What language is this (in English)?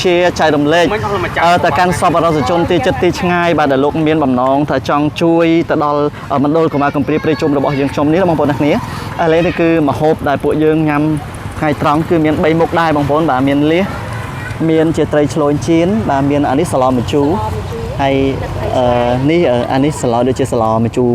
Khmer